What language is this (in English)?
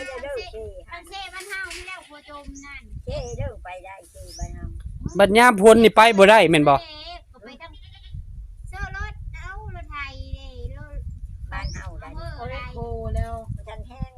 Northeastern Thai